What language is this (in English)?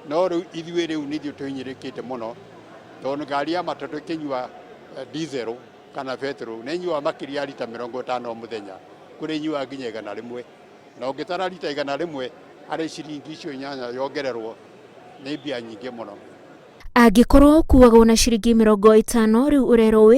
Kikuyu